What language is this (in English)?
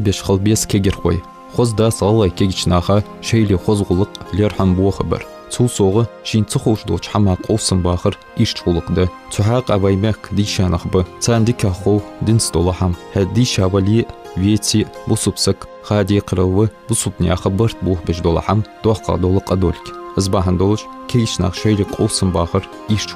Ingush